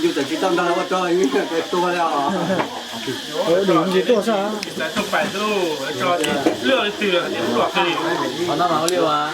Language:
Hmong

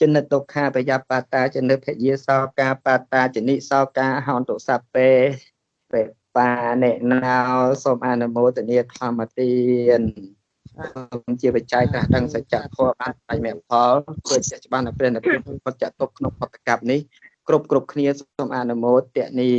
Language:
Khmer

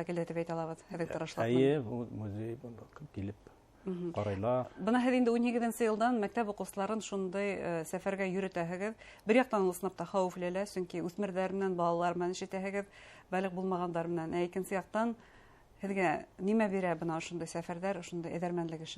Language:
Bashkir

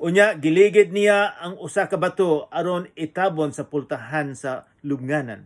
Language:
Cebuano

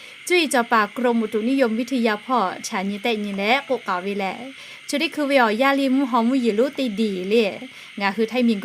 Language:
Lahu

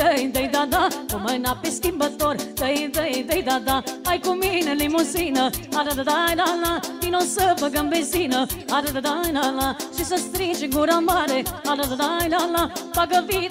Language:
Romanian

